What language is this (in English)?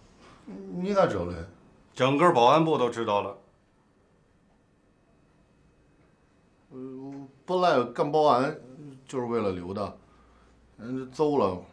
Chinese